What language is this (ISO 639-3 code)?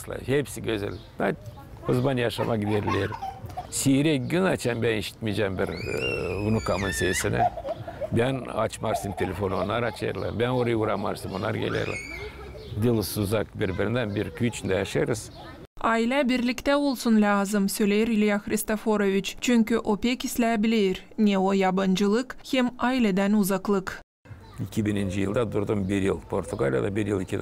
gag